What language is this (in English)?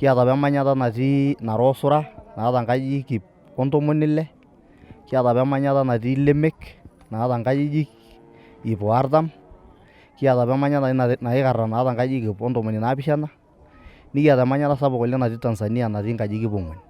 Masai